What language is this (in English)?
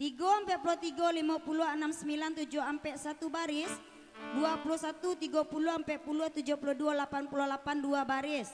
Minangkabau